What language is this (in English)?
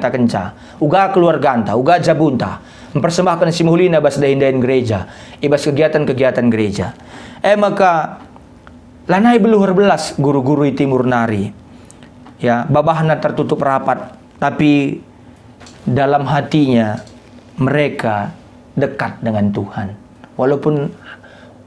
Batak Karo